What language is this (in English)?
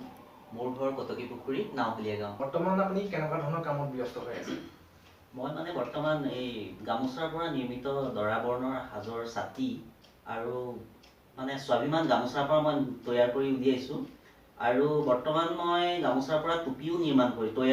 Assamese